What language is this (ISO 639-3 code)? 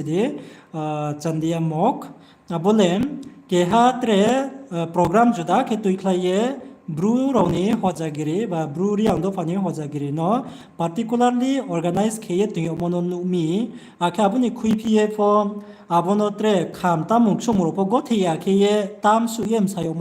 ria